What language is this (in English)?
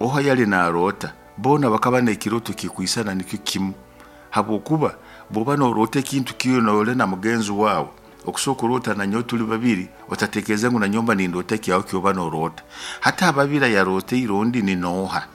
Nyoro